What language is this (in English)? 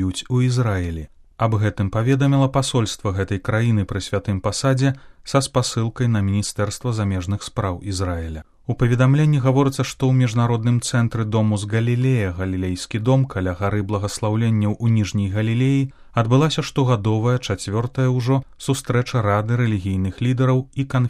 Belarusian